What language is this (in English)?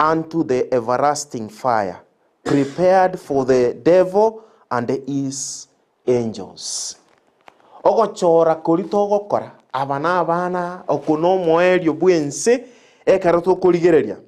Gusii